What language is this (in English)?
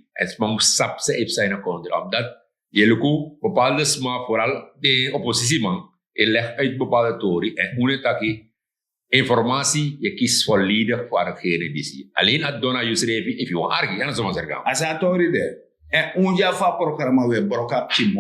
Sranan Tongo